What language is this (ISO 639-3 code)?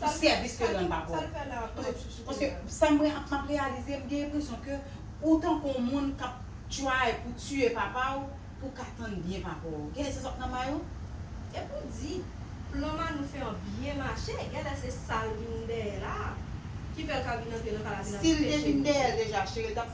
hat